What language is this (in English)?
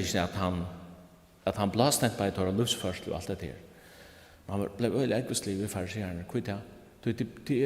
Faroese